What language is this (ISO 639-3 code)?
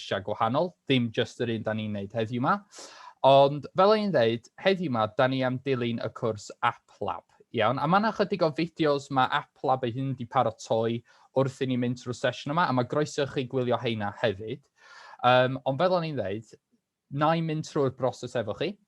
cym